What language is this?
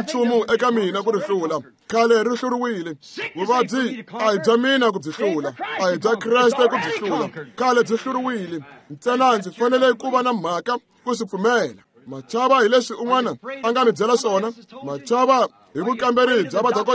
Tsonga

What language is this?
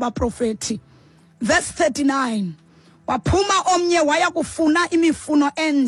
Xhosa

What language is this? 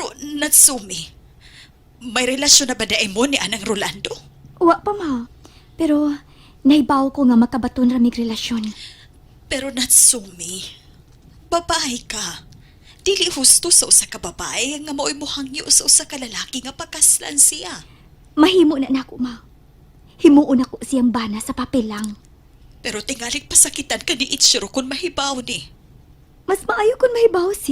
Cebuano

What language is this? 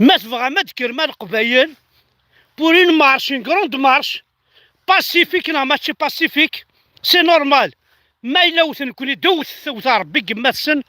Kabyle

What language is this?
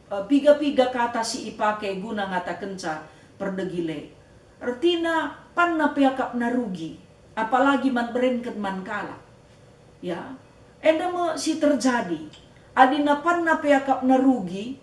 Batak Karo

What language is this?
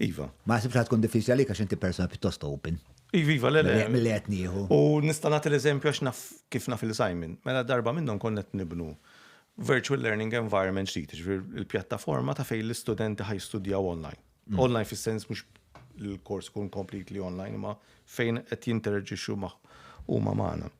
Maltese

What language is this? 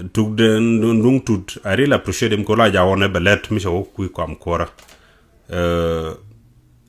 Nuer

